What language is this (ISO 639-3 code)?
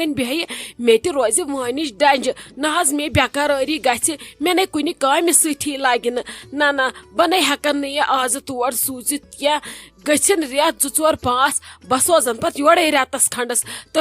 kas